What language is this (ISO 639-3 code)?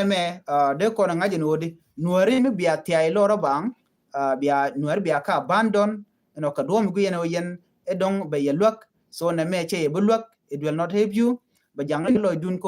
nus